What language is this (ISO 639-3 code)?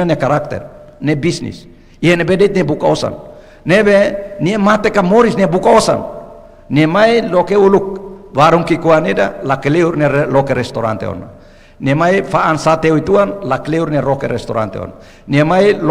tet